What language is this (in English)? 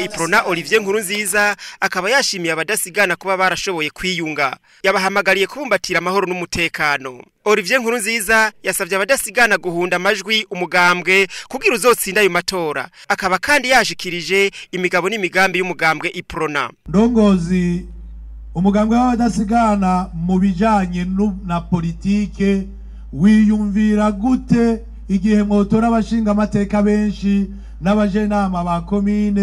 Rundi